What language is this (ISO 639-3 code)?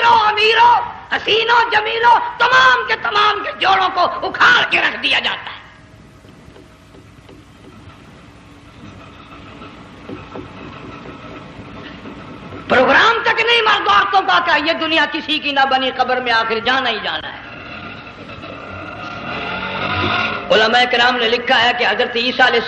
urd